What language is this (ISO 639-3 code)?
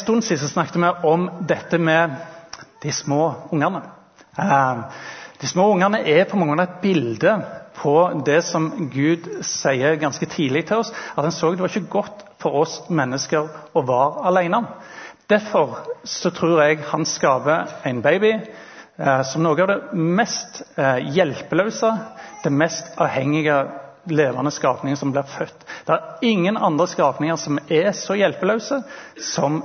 nor